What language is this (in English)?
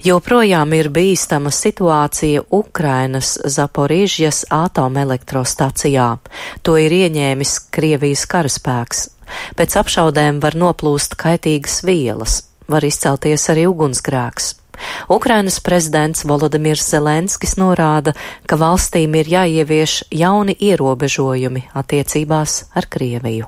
Latvian